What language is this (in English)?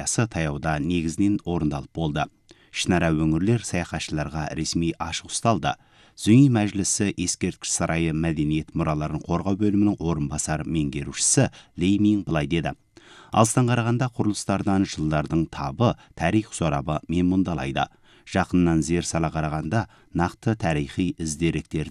Kazakh